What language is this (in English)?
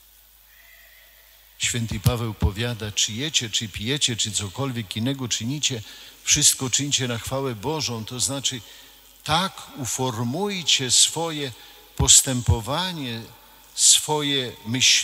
Polish